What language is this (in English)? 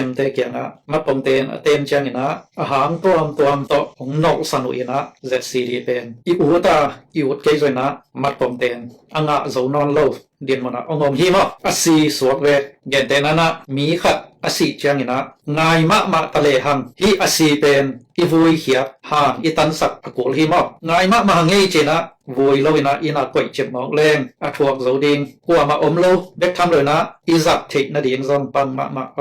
Tedim Chin